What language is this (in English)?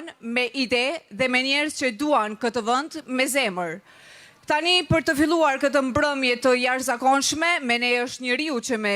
Albanian